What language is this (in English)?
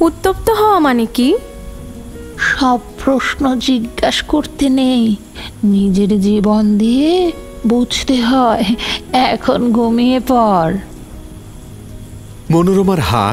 Bangla